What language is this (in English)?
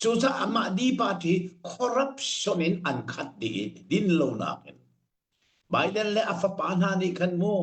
Hakha Chin